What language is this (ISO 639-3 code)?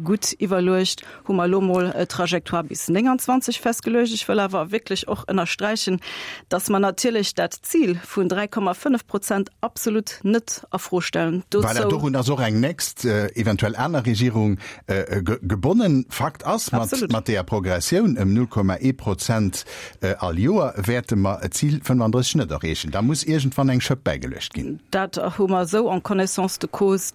ltz